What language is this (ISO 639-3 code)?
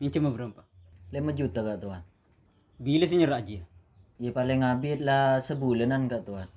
mad